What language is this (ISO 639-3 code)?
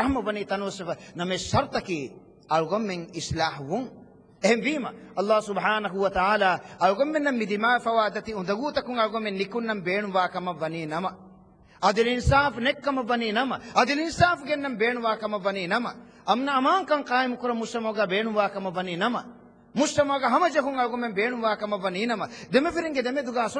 div